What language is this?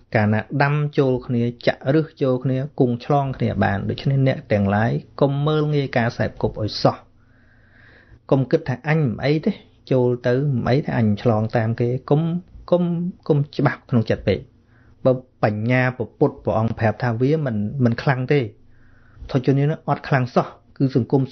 Khmer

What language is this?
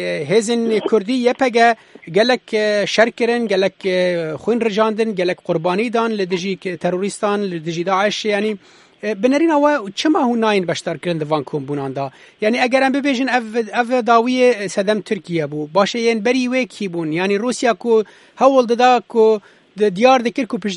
Kurdish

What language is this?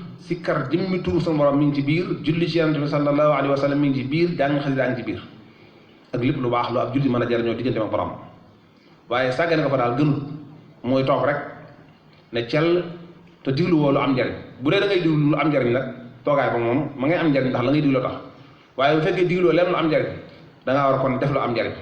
Wolof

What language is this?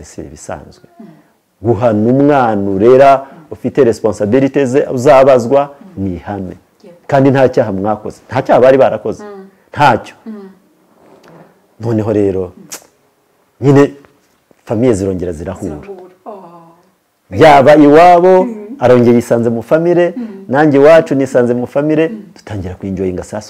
Kinyarwanda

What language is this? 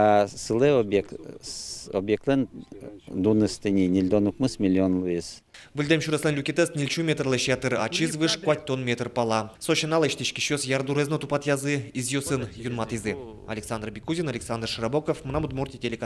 Udmurt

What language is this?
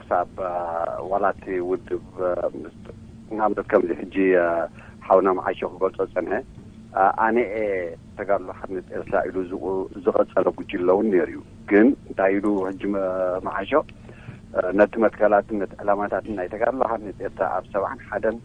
Tigrinya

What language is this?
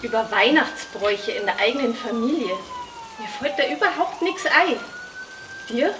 Bavarian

